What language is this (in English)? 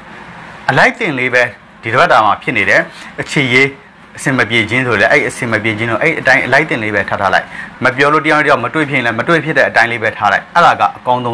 Burmese